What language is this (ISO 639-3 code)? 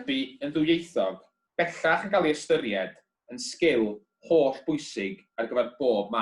cym